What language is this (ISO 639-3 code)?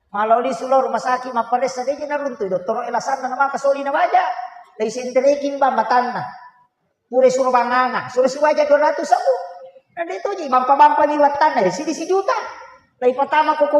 bug